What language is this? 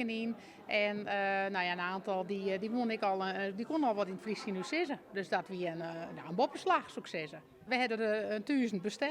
Western Frisian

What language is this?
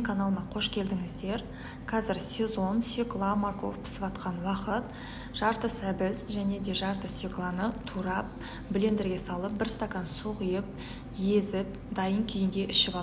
Kazakh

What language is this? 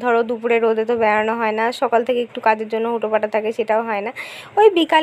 Bangla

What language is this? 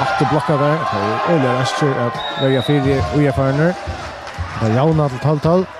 Faroese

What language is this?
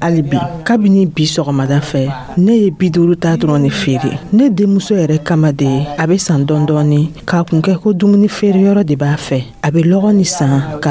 Dyula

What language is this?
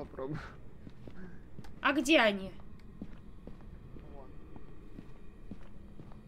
Russian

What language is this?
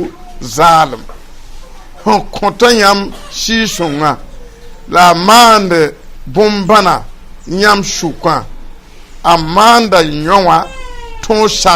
Mossi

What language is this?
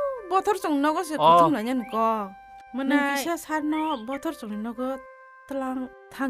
Kok Borok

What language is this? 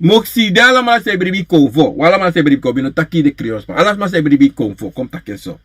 Sranan Tongo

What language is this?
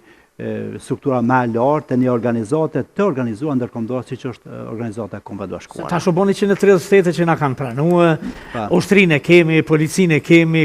Albanian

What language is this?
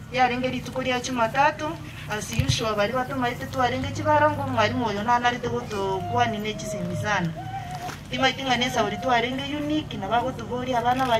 Gusii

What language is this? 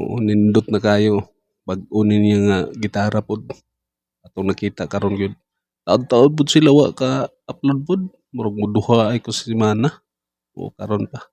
Cebuano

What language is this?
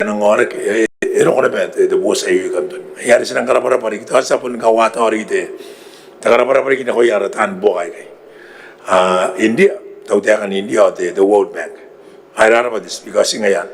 Gilbertese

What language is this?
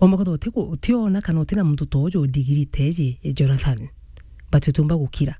Meru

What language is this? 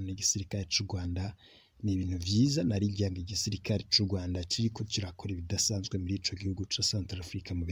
Rundi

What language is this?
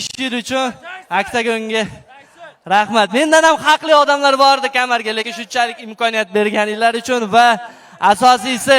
Uzbek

